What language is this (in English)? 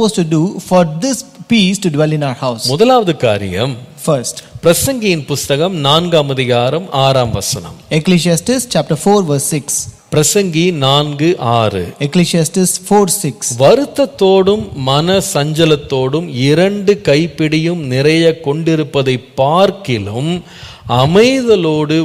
Tamil